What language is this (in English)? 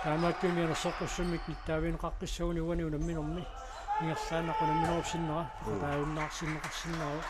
Kalaallisut